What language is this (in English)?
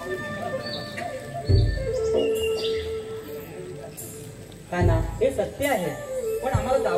Marathi